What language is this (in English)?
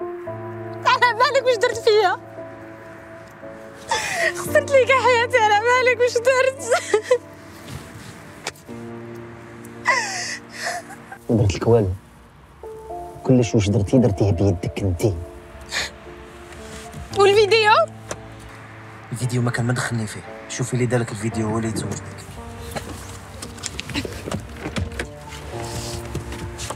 Algerian Arabic